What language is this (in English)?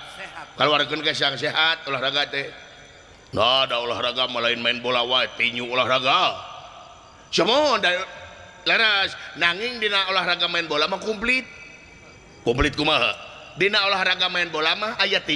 Sundanese